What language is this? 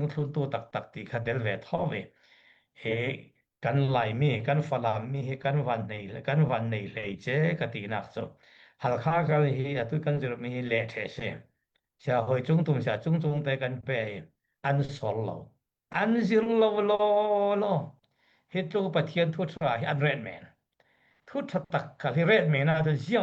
Falam Chin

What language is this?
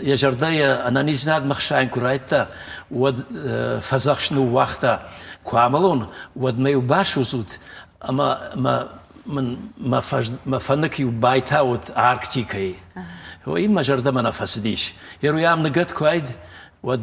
Ossetic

